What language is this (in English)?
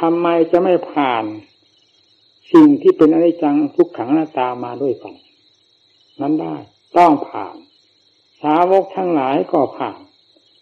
Thai